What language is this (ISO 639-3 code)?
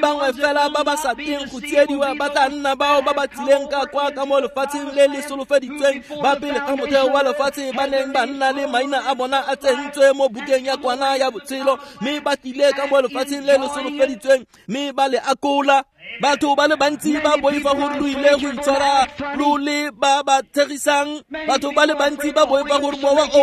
tsn